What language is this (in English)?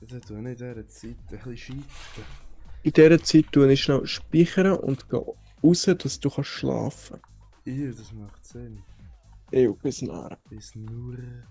Swiss German